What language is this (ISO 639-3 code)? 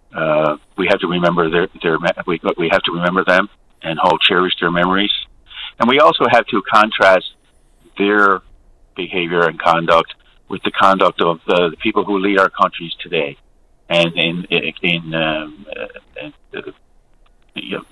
eng